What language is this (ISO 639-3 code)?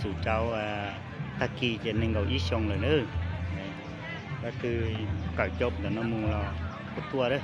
lao